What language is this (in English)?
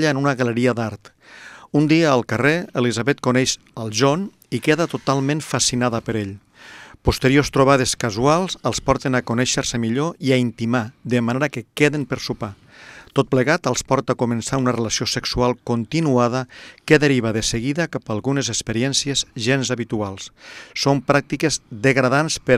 Catalan